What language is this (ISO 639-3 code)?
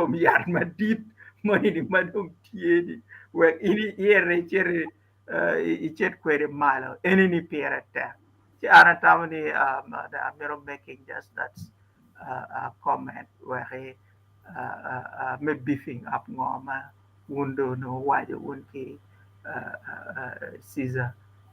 ach